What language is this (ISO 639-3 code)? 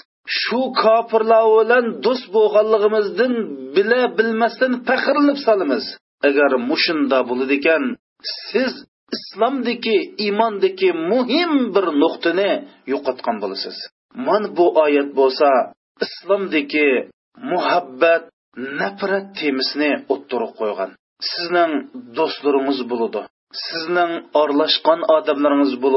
uig